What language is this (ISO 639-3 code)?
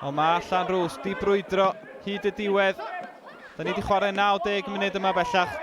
cym